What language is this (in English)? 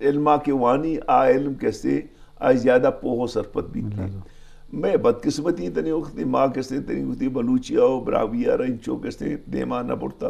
Eastern Balochi